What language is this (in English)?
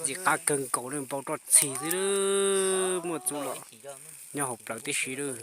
Hmong